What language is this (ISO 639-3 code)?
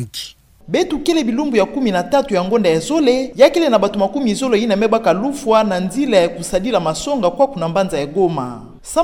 ktu